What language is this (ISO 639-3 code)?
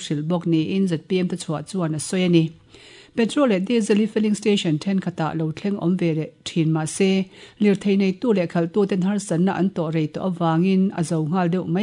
lus